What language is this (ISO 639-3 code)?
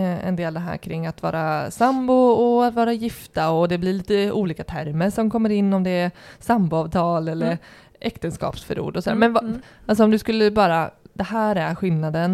swe